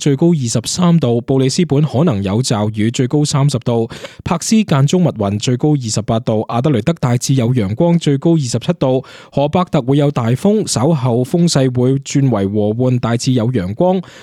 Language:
Cantonese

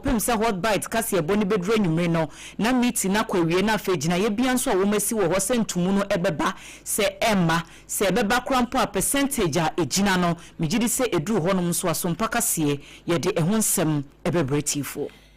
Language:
Akan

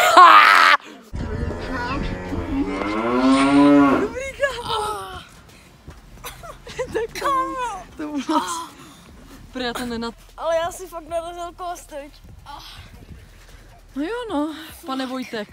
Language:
Czech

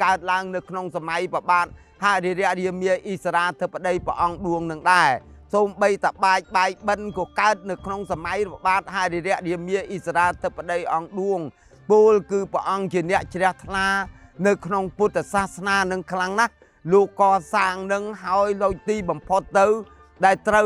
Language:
Khmer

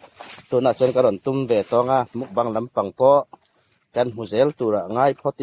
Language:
Hmar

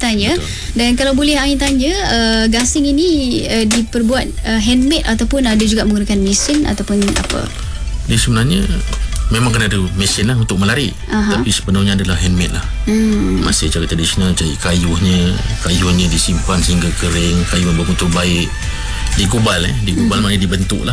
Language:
Malay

